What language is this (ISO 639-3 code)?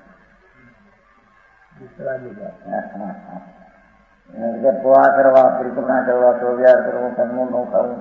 guj